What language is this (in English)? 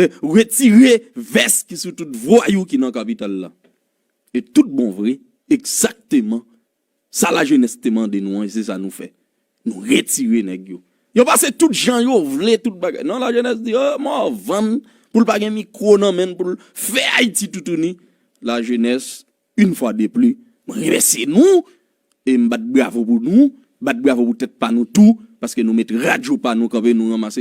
Haitian Creole